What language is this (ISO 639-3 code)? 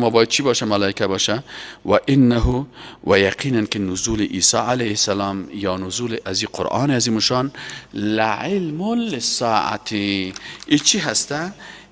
fas